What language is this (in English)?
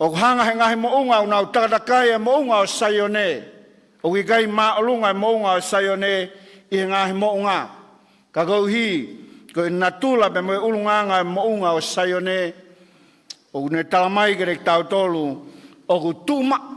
Tongan